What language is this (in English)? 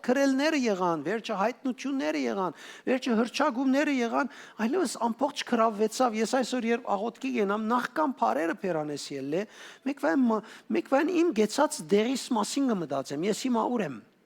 Western Armenian